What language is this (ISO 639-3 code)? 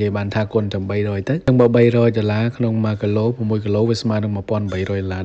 khm